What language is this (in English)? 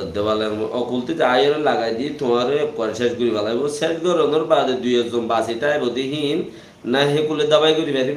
Rohingya